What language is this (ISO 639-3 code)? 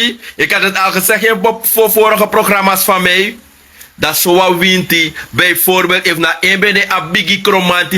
srn